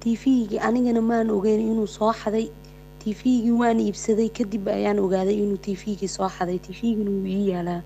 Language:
Somali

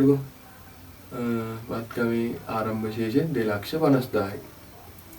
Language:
Sinhala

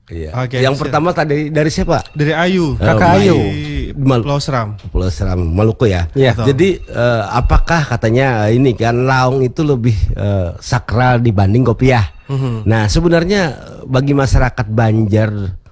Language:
Indonesian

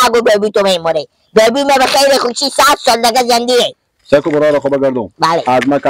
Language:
Persian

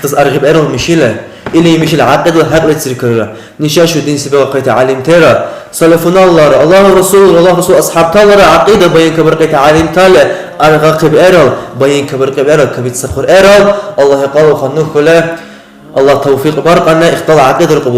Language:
Dargwa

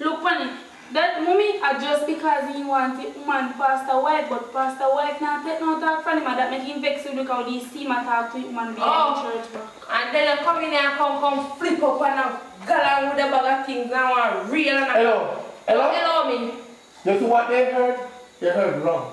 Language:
Jamaican Creole English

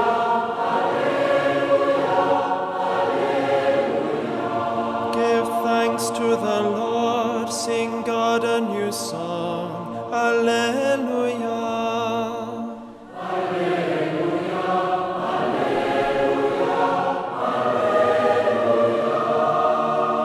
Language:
Estonian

